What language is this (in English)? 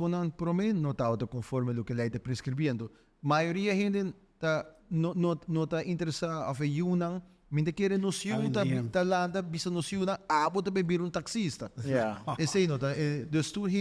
Papiamento